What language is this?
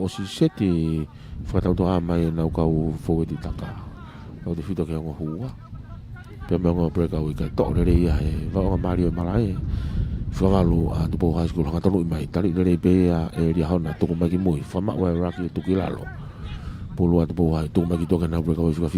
Tongan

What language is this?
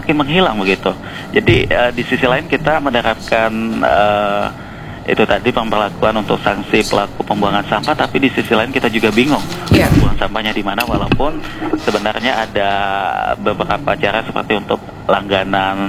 Indonesian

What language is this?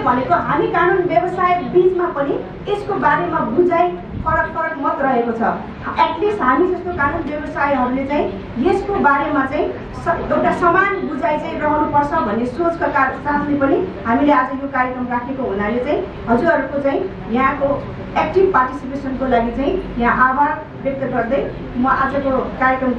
Nepali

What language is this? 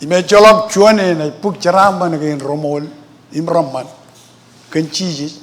Marshallese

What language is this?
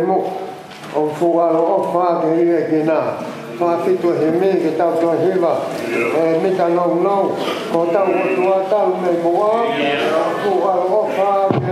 Tongan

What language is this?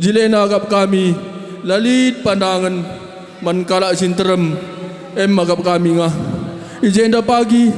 Batak Karo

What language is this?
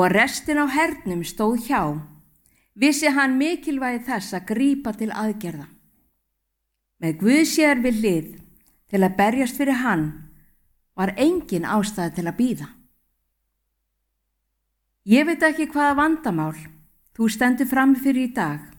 Icelandic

